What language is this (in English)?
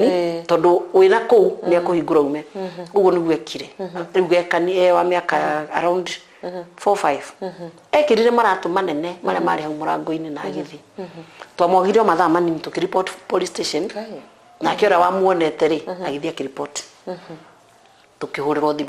Kikuyu